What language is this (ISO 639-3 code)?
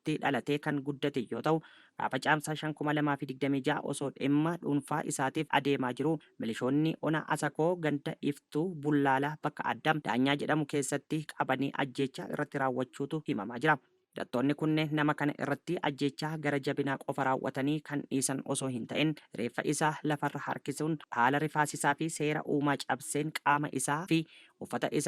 orm